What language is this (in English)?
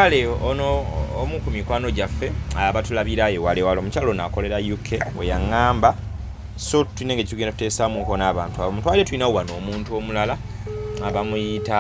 Ganda